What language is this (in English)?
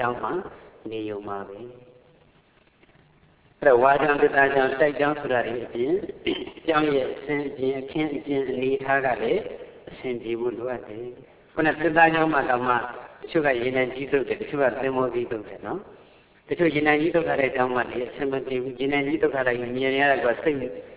Burmese